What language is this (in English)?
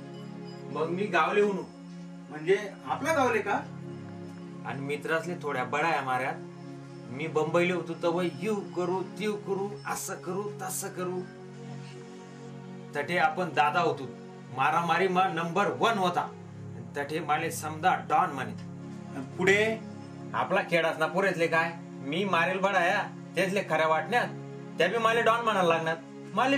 Marathi